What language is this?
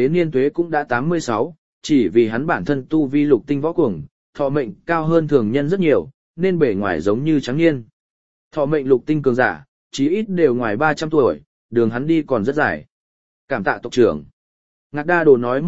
Vietnamese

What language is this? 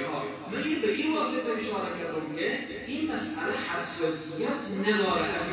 Persian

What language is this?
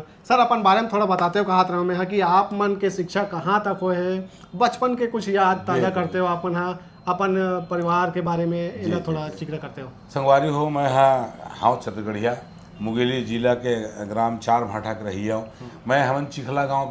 Chhattisgarhi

